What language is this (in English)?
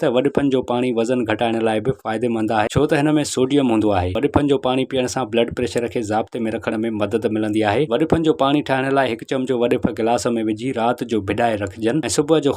Sindhi